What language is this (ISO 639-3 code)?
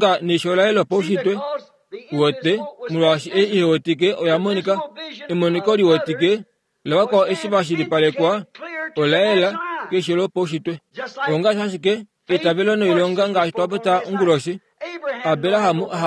kua